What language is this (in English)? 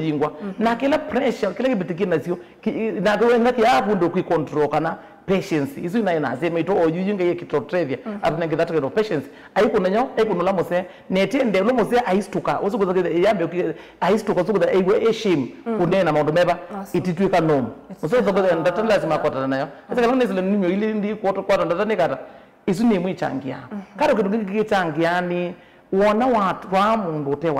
Kamba